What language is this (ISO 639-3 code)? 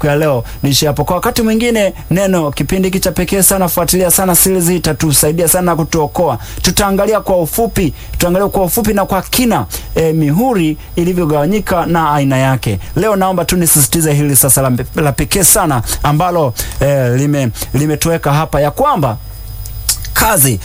swa